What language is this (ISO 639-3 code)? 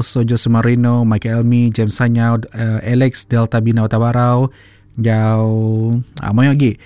iba